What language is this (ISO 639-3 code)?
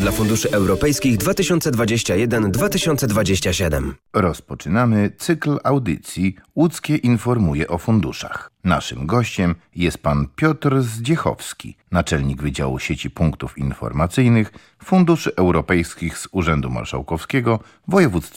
pol